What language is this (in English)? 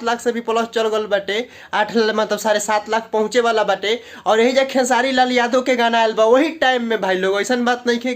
Bhojpuri